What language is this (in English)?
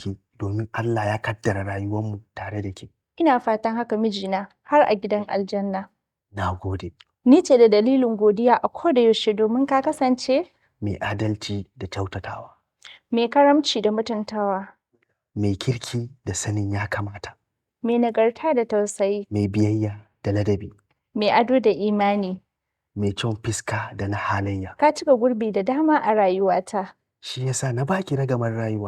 Hausa